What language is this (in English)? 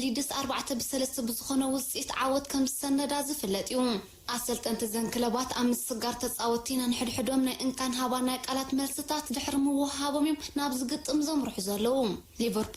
Tigrinya